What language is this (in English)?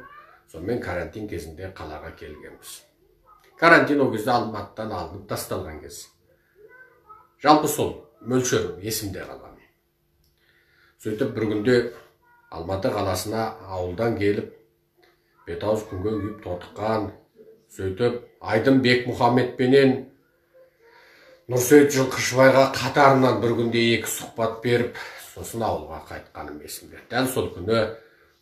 Kazakh